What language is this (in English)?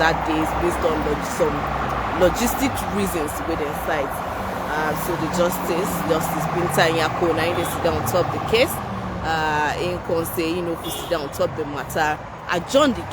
Nigerian Pidgin